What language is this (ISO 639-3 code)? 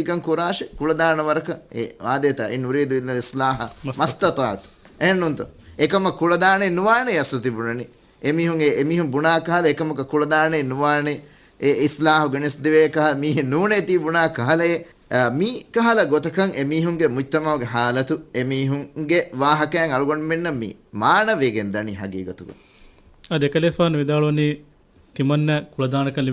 div